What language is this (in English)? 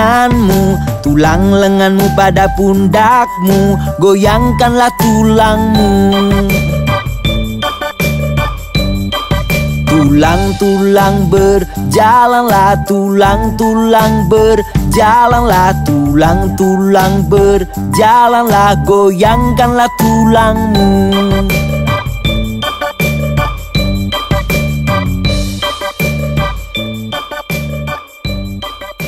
Indonesian